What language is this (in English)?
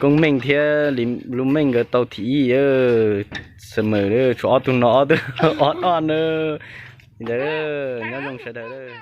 Hmong